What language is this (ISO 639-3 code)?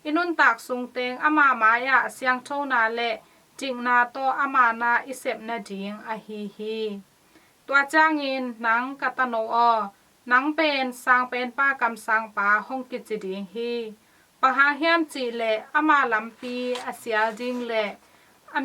ctd